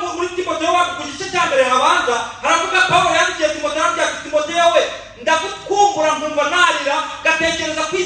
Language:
Kinyarwanda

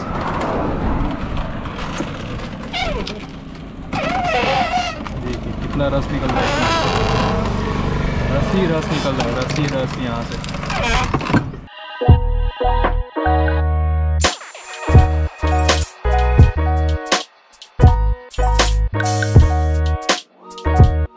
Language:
Hindi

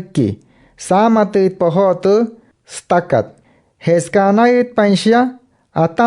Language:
Wayuu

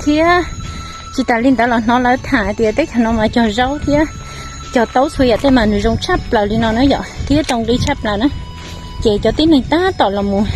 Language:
Hmong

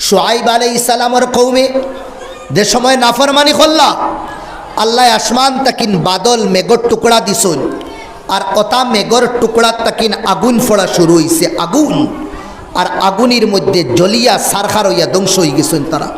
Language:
Sylheti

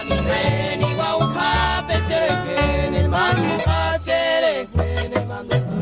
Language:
Guarani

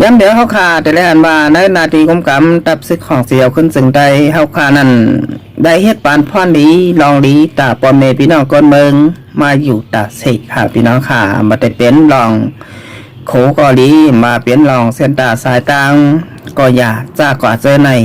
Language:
Shan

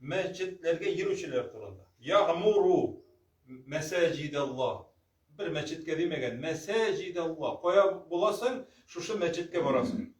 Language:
Tatar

